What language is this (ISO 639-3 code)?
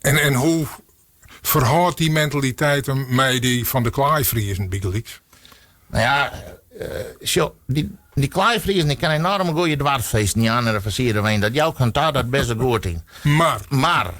fry